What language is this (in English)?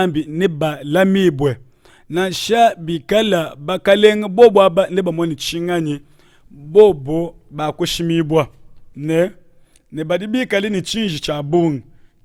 Luba-Lulua